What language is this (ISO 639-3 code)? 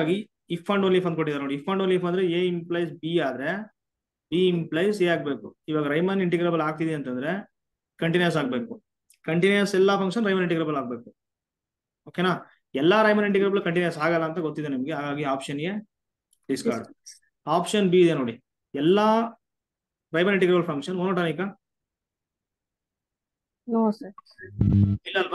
kan